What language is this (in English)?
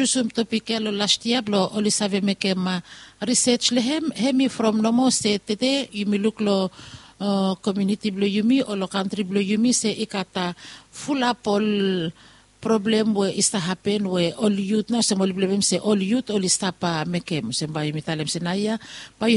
Bislama